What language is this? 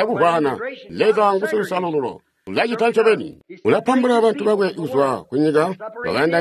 Tonga (Zambia)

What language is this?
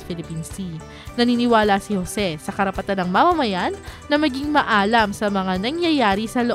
Filipino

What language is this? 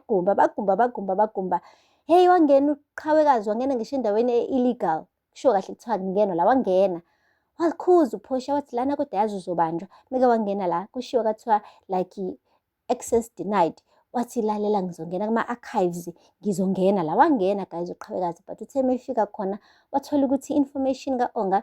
Zulu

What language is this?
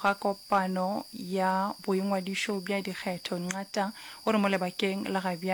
Northern Sotho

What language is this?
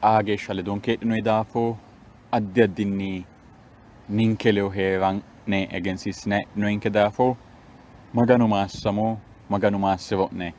Sidamo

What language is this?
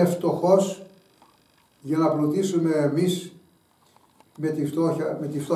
Greek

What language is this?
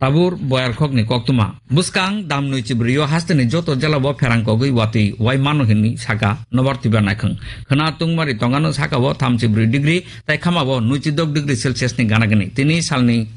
Kok Borok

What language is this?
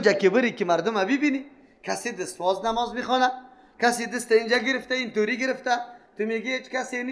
Persian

